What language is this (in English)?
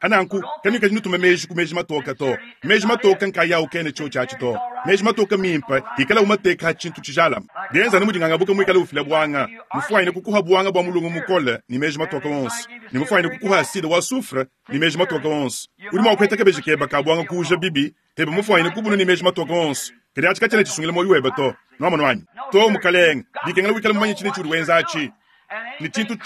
Luba-Lulua